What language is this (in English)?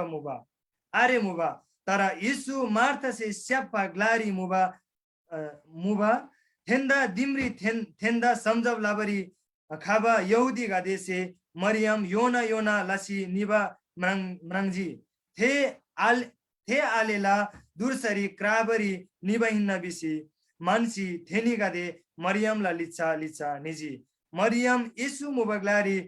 Eastern Tamang